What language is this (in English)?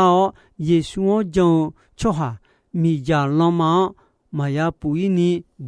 Akha